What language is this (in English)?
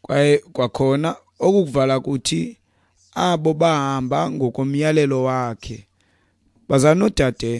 Xhosa